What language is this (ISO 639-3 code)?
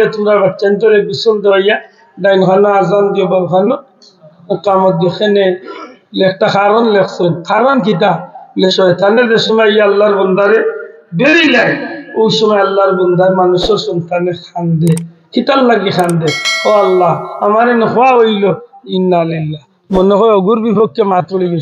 syl